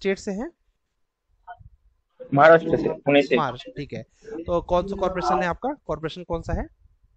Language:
Hindi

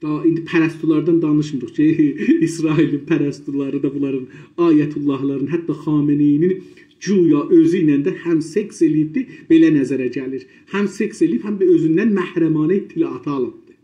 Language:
South Azerbaijani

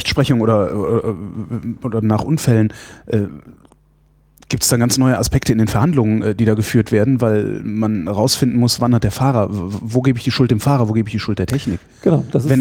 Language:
German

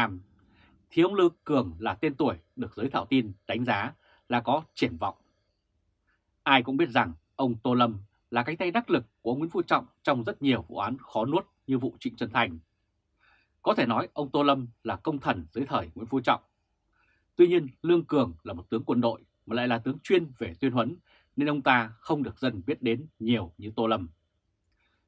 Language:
Vietnamese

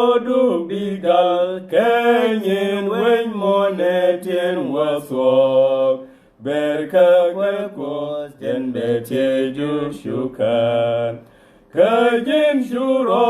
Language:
Nuer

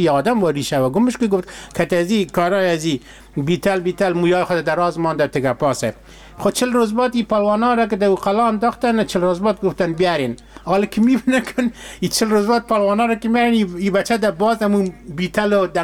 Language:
Persian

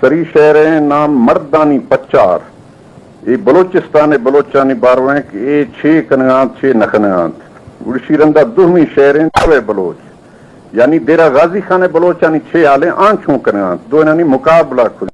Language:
Baluchi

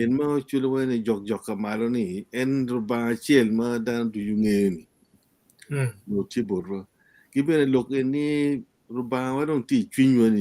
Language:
Acoli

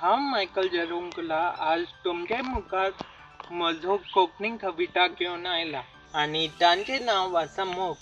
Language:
Konkani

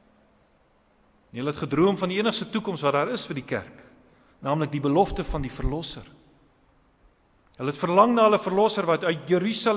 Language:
Afrikaans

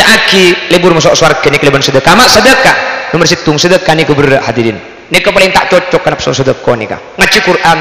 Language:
Madurese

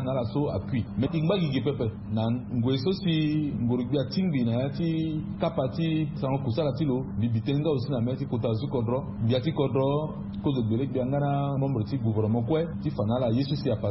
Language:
Sango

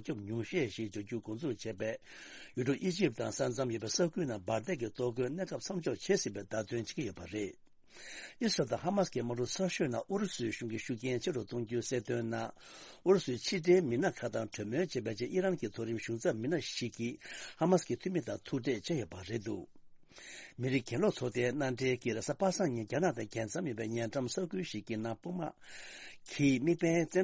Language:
Tibetan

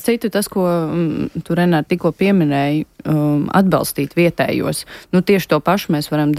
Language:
Latvian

